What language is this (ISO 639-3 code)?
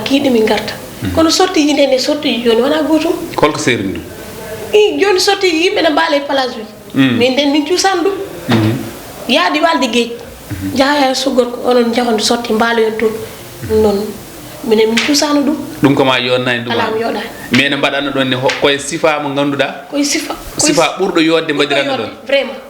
ful